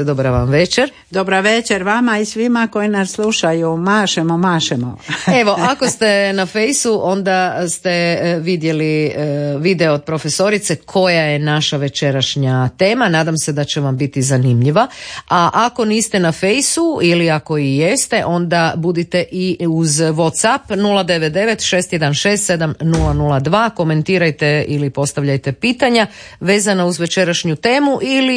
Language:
Croatian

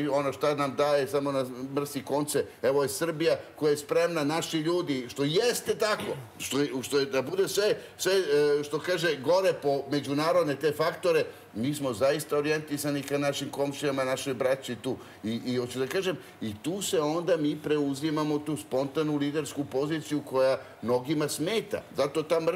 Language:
Serbian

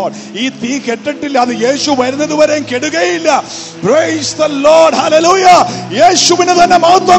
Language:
Malayalam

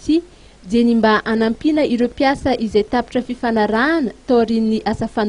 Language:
Malagasy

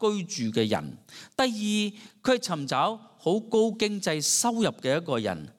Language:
Cantonese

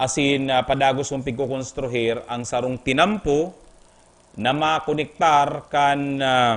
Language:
Bikol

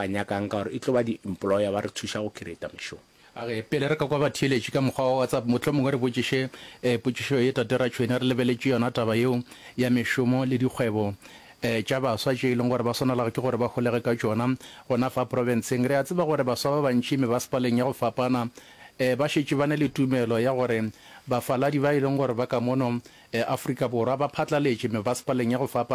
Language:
Northern Sotho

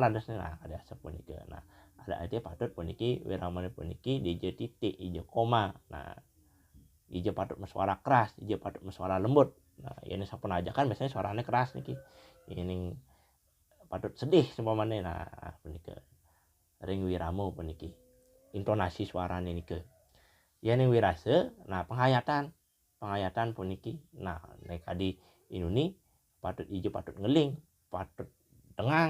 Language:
Balinese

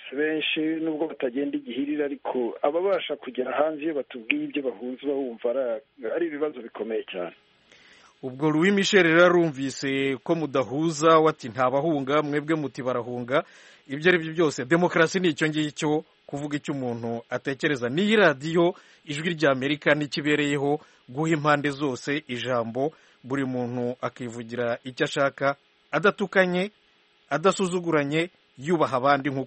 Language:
Kinyarwanda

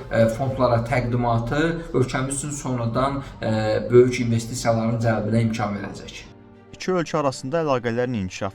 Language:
Azerbaijani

